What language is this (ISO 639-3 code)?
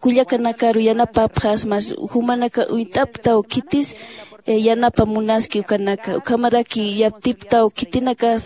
aym